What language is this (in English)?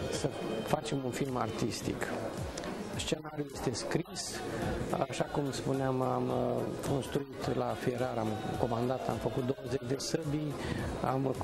Romanian